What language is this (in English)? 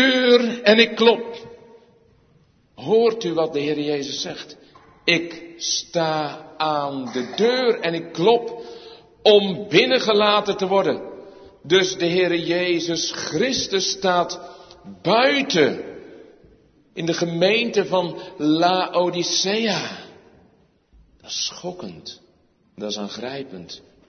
Dutch